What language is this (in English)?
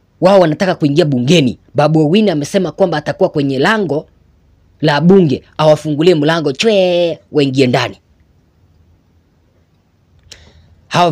Swahili